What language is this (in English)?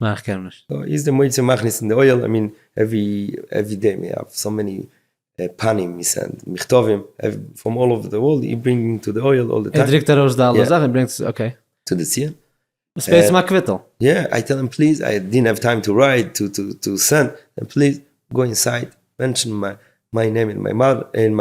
Yiddish